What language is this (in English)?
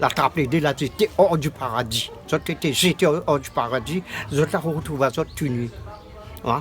Réunion Creole French